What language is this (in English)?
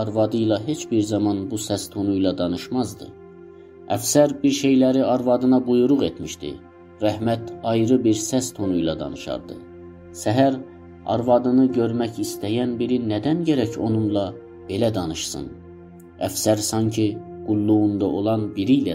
South Azerbaijani